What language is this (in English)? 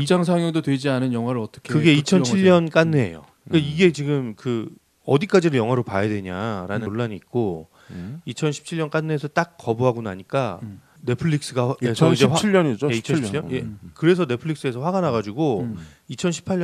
Korean